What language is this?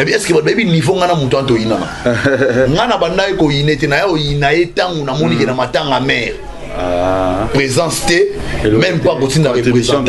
Lingala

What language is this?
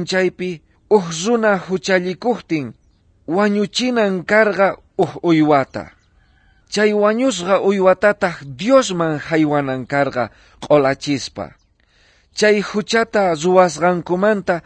South Bolivian Quechua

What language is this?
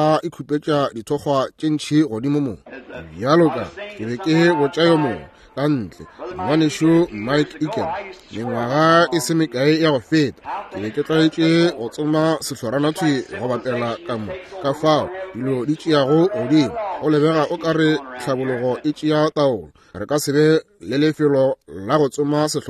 Northern Sotho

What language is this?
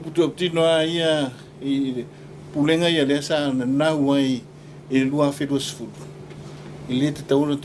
Samoan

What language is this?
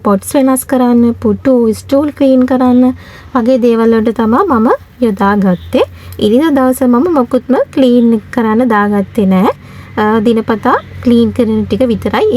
Sinhala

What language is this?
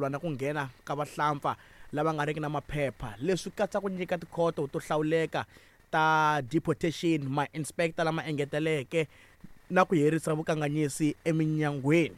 Tsonga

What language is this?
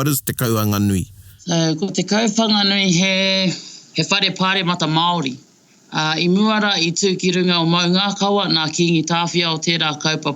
Māori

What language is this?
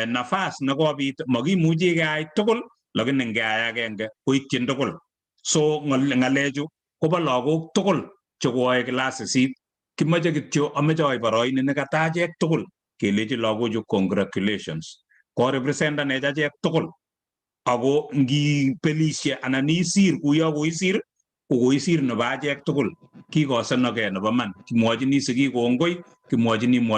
Kalenjin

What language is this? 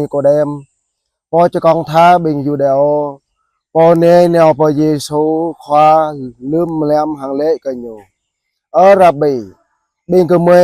Jarai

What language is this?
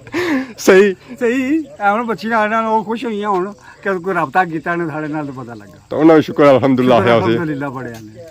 Pahari-Potwari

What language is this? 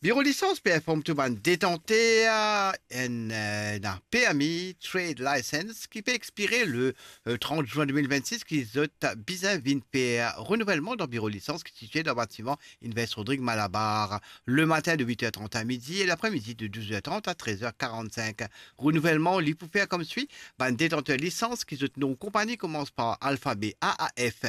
Morisyen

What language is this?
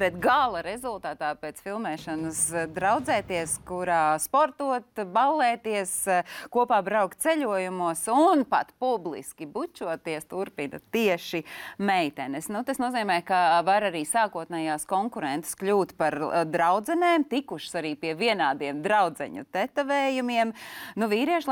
Latvian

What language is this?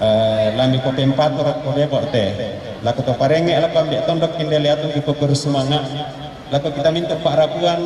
Toraja-Sa'dan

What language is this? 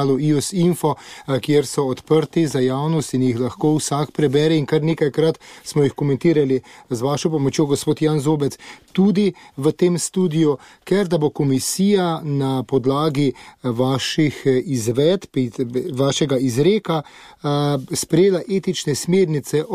Slovenian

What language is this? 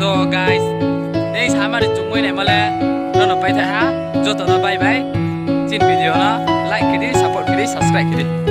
Riang (India)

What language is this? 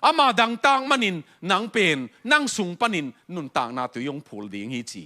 Tedim Chin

